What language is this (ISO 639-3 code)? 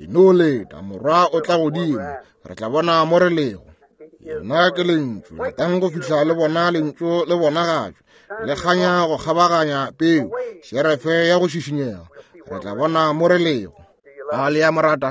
nso